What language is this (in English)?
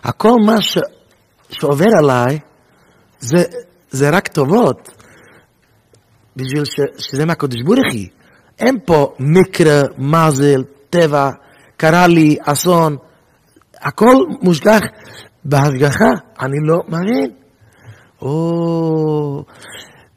Hebrew